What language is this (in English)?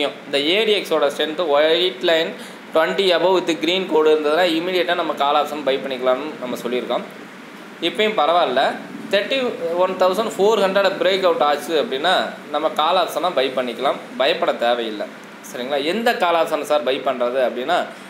Tamil